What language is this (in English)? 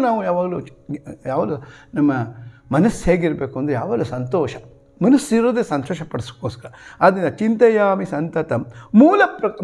Kannada